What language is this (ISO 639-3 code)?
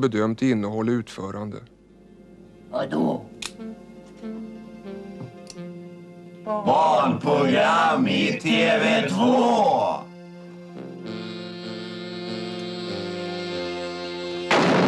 swe